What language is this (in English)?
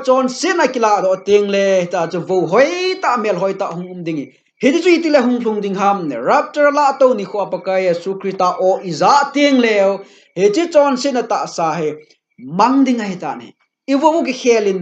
Thado Chin